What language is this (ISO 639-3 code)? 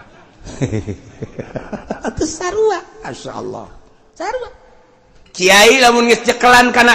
sun